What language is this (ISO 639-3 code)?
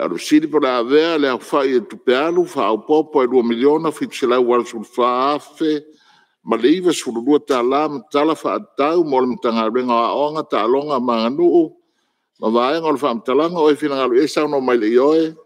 smo